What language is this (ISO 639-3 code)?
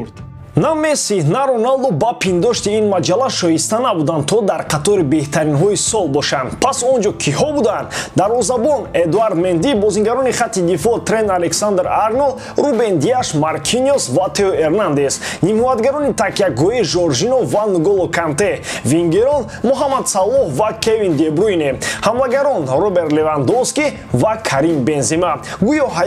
tgk